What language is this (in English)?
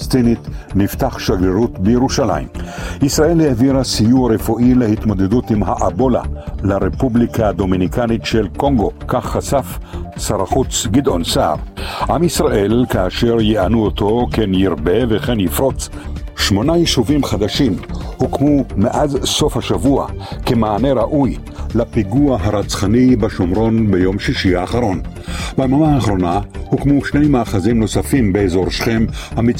Hebrew